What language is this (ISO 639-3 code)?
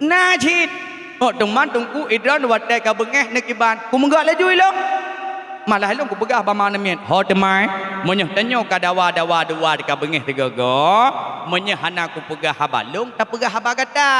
ace